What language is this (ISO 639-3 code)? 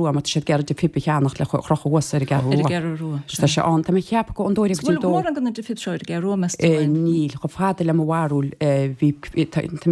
gle